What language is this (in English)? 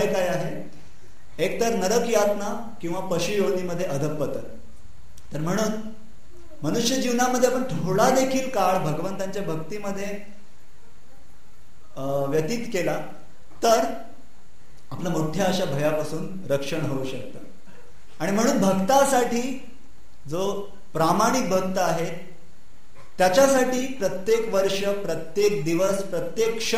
Marathi